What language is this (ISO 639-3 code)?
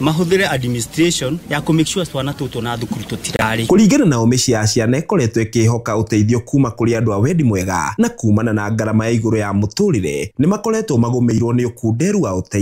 kik